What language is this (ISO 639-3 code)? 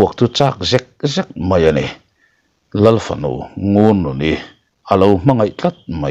lus